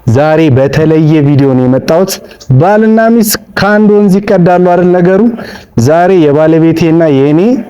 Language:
Amharic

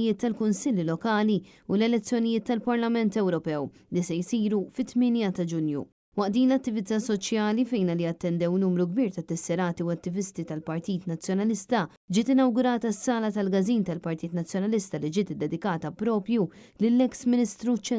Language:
Maltese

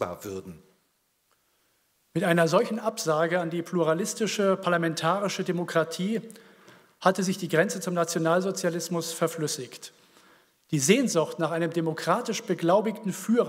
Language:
German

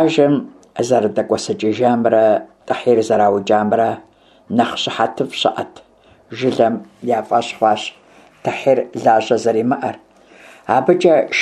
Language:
Kabardian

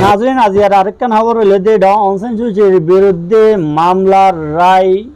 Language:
Rohingya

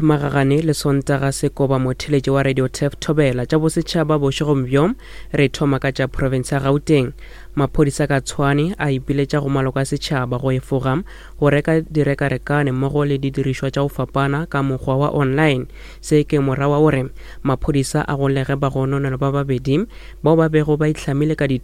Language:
Northern Sotho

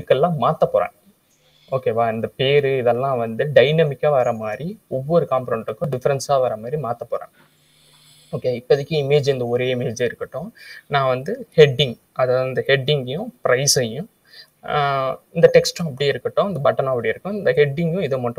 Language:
Tamil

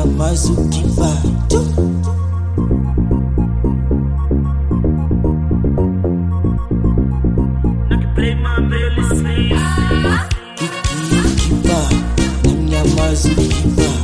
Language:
Swahili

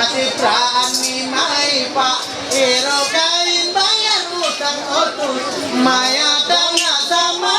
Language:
Ma'anyan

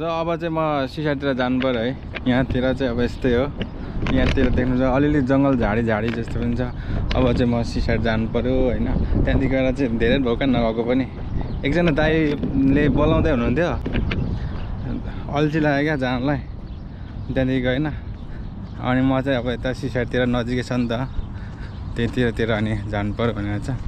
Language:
Nepali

